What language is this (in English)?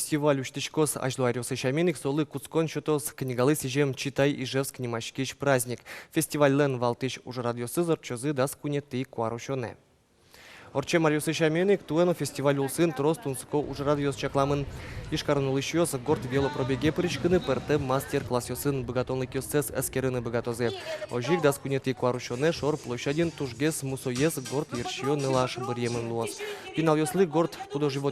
Udmurt